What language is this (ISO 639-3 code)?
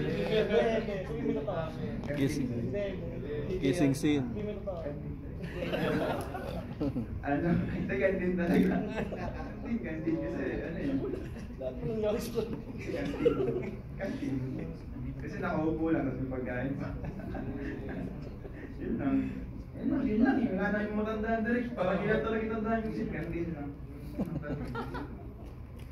fil